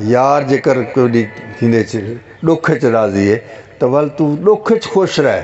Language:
Saraiki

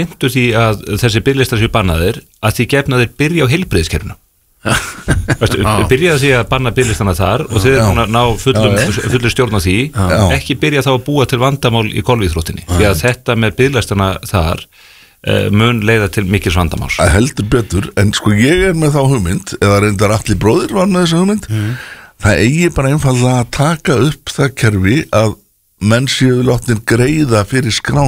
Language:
Icelandic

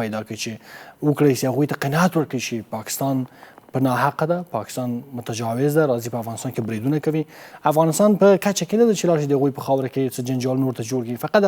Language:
Pashto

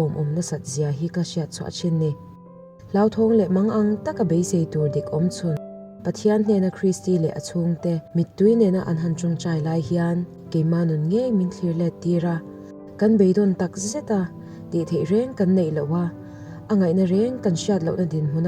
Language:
Mizo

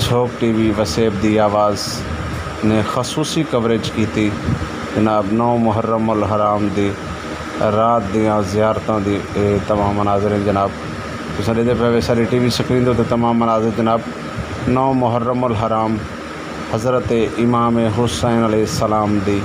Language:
Saraiki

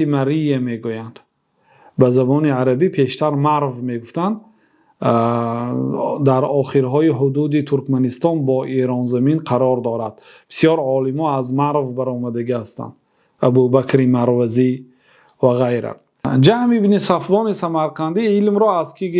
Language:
Persian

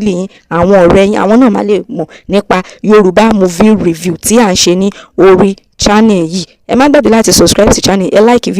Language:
Yoruba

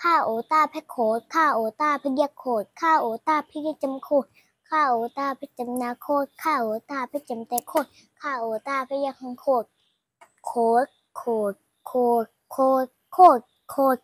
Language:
Shan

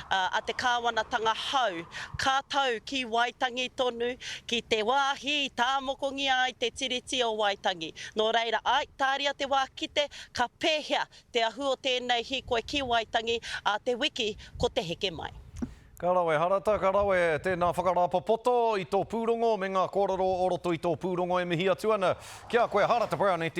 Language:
Māori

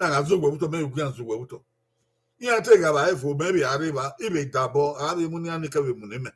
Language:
Bini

